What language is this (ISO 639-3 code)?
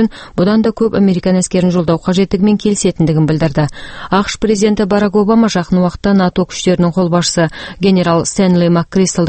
kaz